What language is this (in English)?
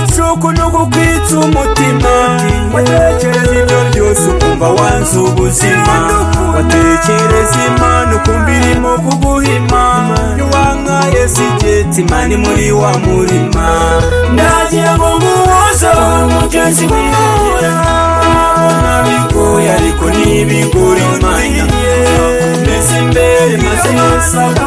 Kinyarwanda